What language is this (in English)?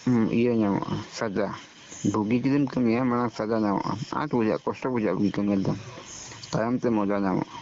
Santali